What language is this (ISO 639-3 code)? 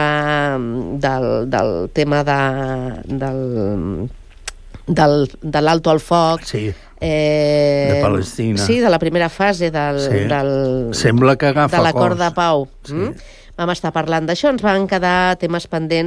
cat